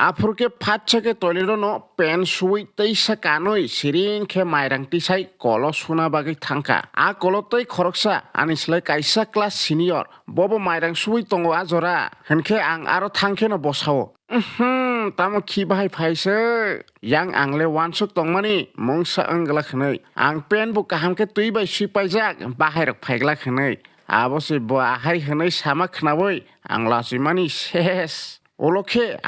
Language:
Kok Borok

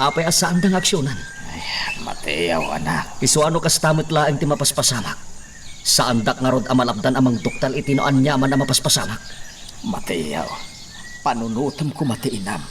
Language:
Iloko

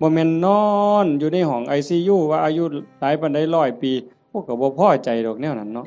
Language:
Northeastern Thai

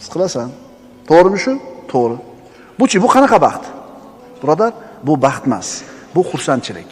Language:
Uzbek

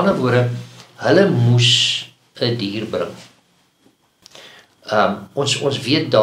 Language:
Afrikaans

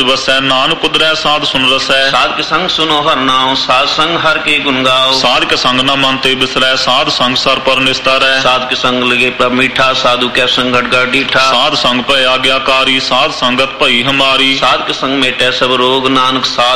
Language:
Punjabi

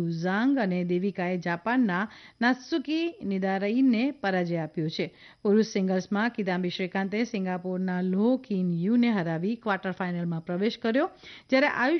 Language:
Gujarati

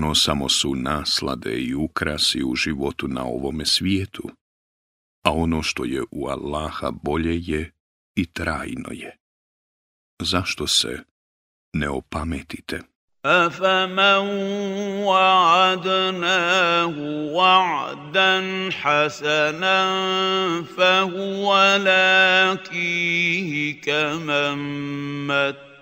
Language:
Bosnian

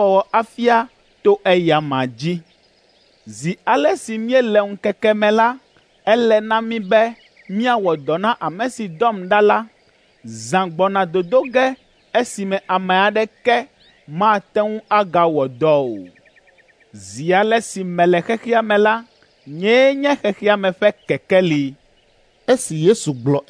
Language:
Ewe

